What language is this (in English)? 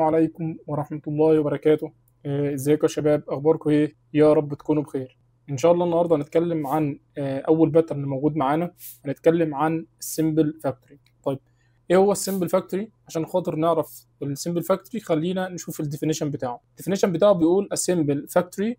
Egyptian Arabic